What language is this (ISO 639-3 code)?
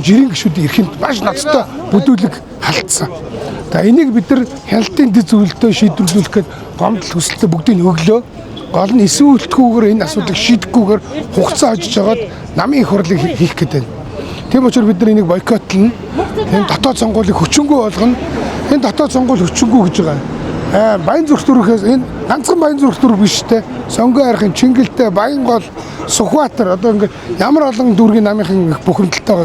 mon